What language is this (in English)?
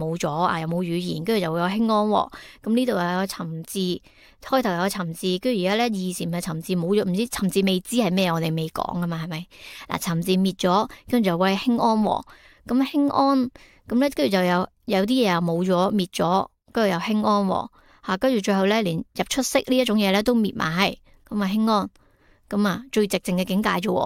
Cantonese